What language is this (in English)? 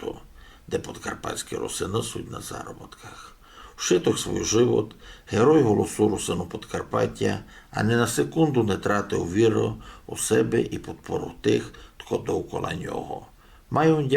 Rusyn